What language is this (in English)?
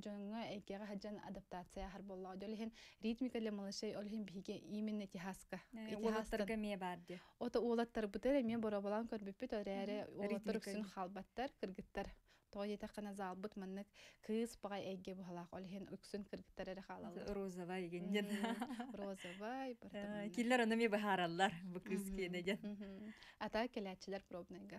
Yakut